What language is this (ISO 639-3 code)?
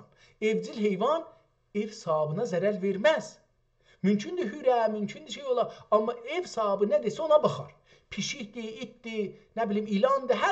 azb